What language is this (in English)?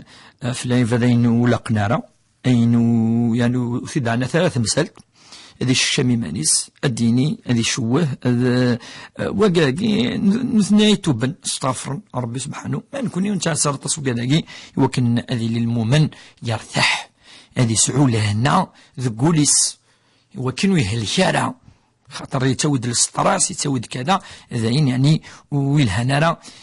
Kabyle